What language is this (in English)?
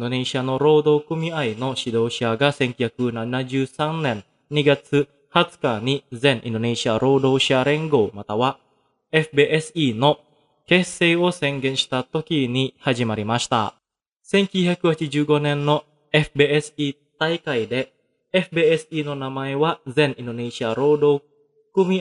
Japanese